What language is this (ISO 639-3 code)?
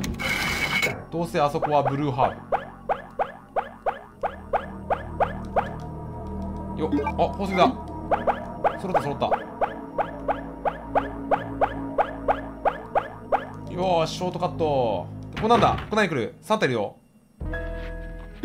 jpn